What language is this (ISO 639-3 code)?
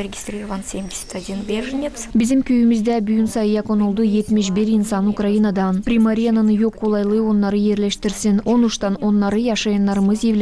gag